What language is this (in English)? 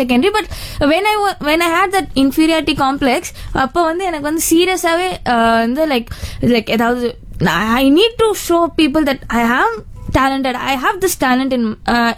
Tamil